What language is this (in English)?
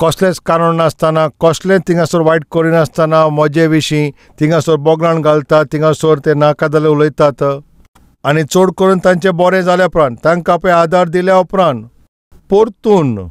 Konkani